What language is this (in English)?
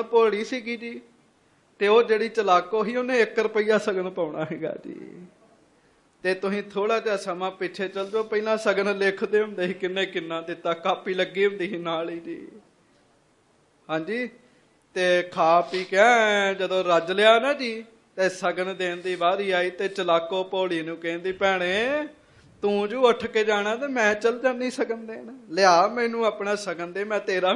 Punjabi